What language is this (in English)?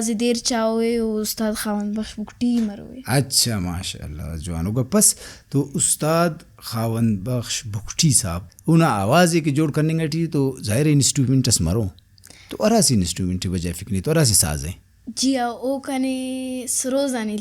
Brahui